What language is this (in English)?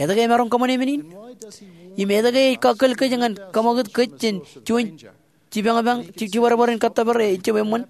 Marshallese